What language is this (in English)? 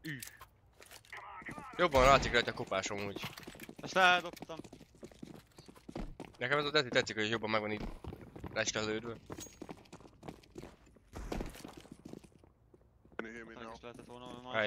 Hungarian